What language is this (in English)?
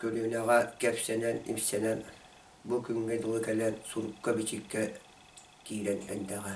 Yakut